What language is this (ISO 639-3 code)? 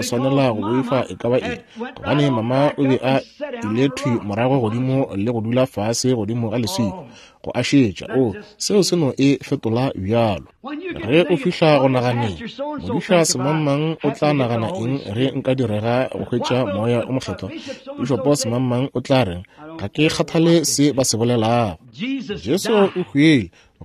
nso